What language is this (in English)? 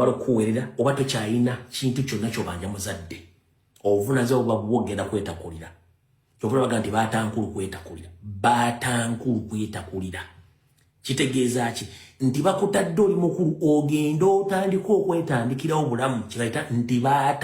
Ganda